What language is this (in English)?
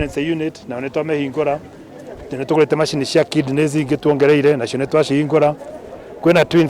Kikuyu